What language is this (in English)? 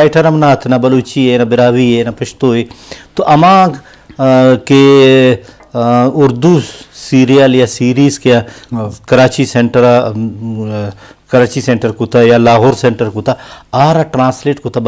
Eastern Balochi